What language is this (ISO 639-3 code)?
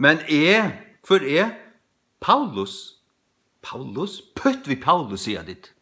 fao